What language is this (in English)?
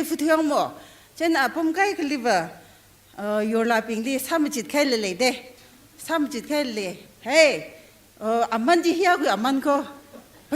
Tangkhul Naga (India)